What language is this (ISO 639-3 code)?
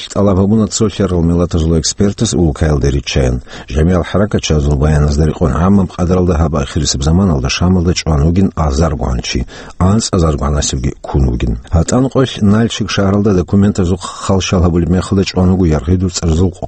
ava